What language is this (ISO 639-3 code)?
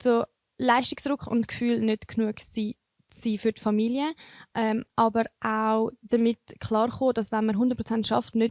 gsw